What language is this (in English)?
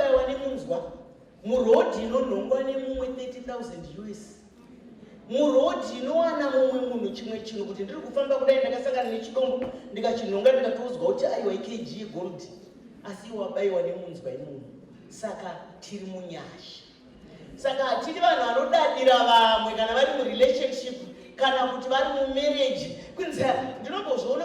Shona